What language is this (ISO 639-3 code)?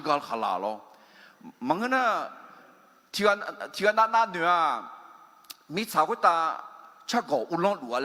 ahk